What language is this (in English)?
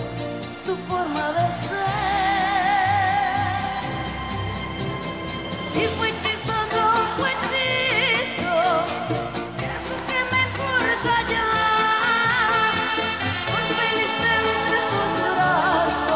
Spanish